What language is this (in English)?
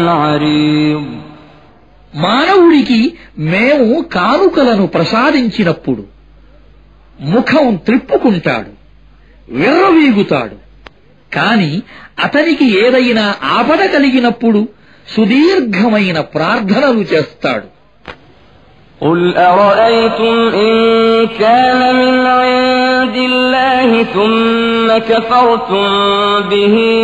Telugu